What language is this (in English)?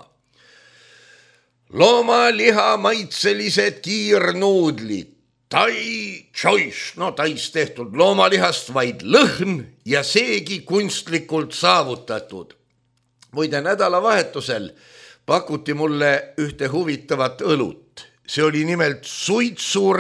Estonian